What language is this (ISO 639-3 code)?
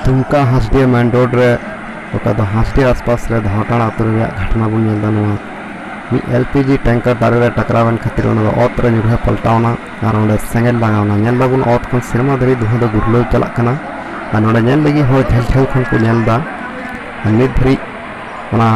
sat